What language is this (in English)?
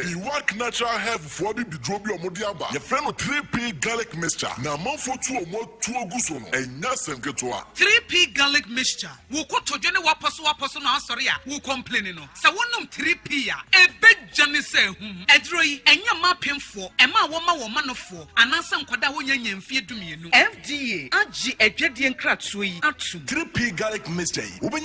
Akan